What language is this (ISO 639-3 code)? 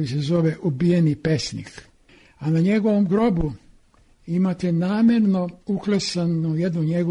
srp